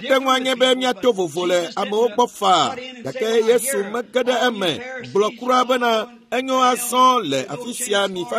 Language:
Ewe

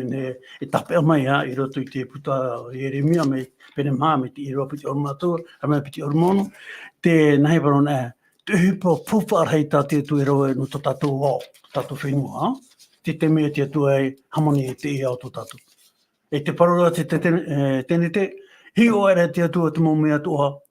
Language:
Tahitian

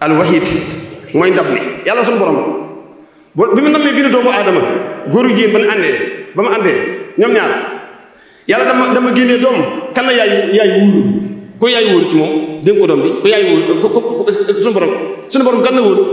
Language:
Wolof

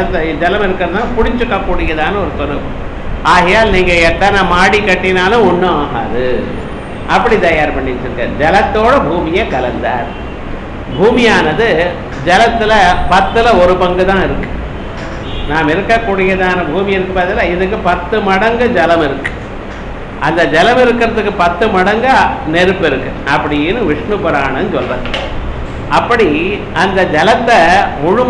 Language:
Tamil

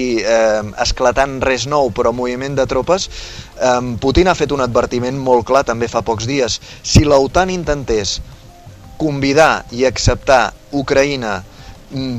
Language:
Catalan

